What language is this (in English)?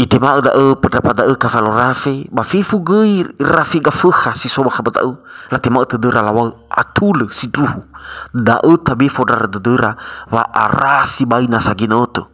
Nias